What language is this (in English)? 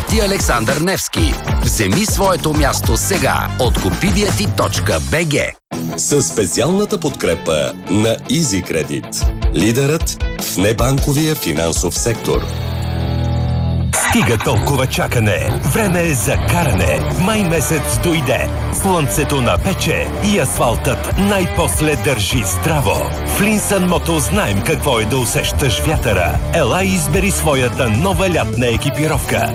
Bulgarian